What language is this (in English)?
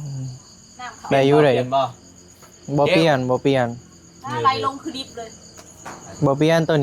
Northeastern Thai